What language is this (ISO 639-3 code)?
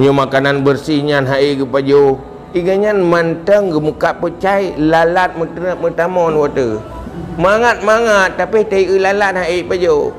ace